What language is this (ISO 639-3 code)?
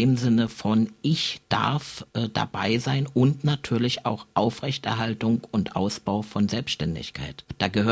deu